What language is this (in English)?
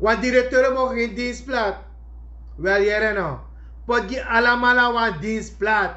Sranan Tongo